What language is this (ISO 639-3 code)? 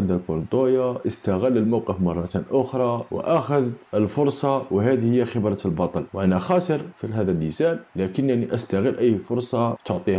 ara